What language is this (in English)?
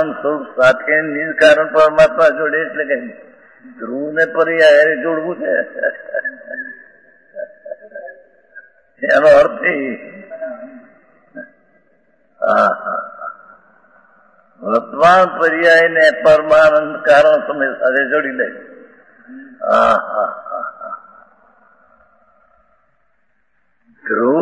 Gujarati